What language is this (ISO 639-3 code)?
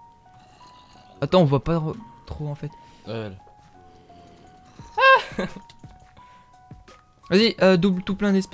fra